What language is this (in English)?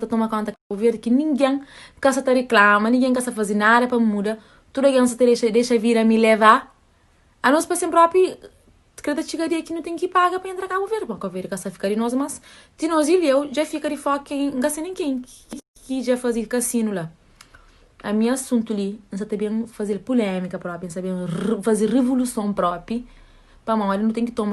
Kabuverdianu